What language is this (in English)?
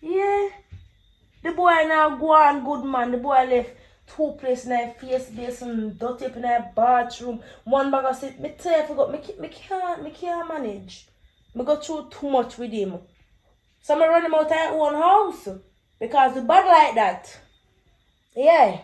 Jamaican Creole English